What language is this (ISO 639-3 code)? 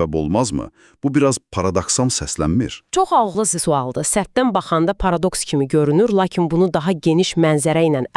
aze